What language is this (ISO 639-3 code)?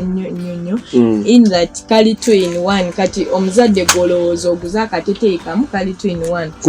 lug